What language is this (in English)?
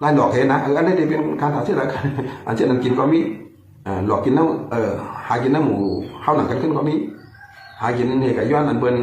Shan